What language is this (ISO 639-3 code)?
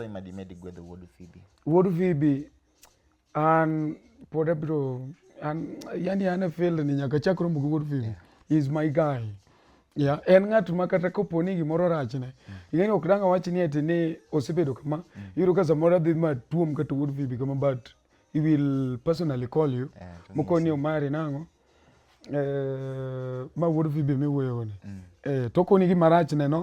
luo